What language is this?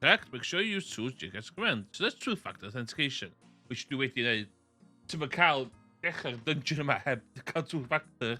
Welsh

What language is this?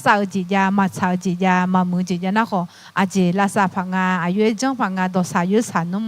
Akha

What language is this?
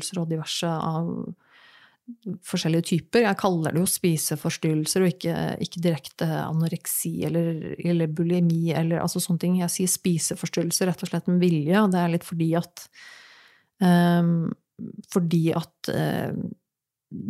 Norwegian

